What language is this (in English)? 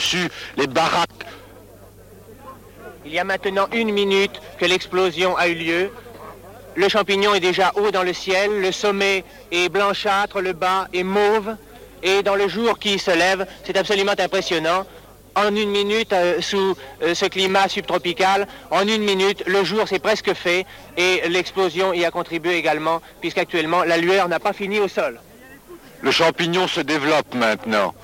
French